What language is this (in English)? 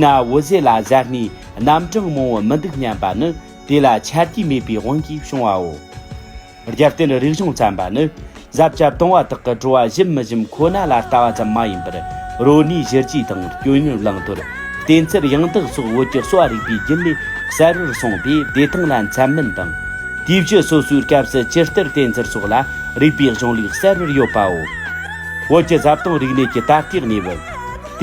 Tibetan